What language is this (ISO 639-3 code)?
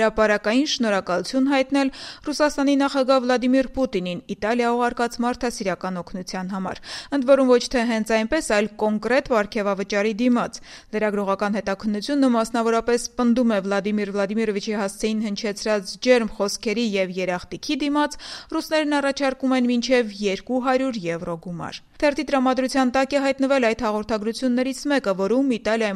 hye